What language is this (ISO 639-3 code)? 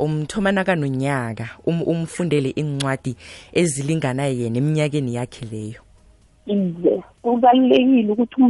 nbl